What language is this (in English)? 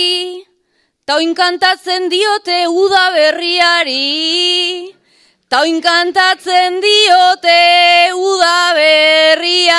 Basque